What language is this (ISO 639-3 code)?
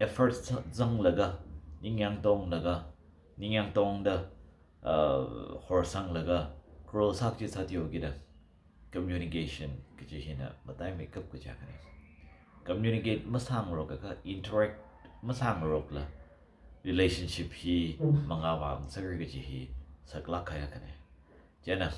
nmf